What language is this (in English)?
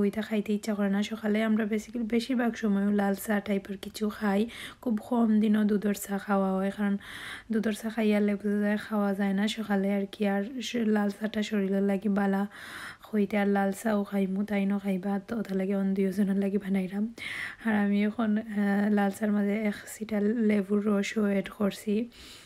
Sylheti